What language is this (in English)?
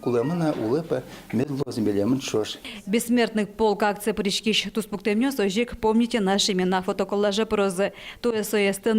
Udmurt